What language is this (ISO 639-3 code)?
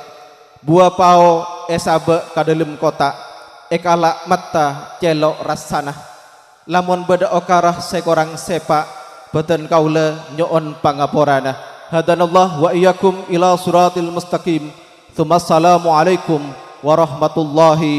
mad